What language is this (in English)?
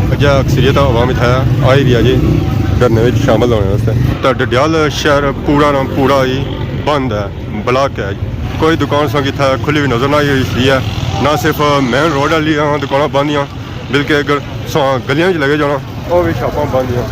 Pahari-Potwari